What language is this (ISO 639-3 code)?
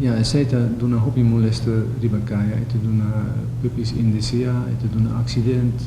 pap